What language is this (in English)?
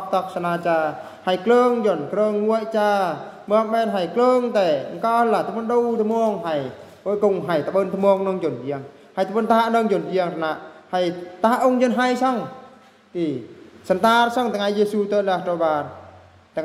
Eastern Bru